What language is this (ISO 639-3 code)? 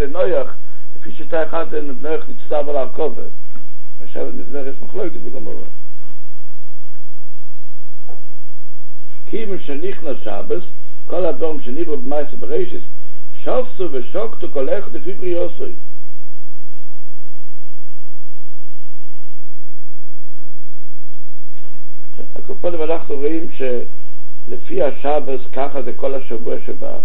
heb